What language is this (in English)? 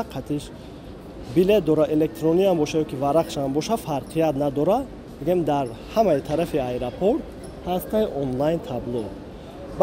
Tajik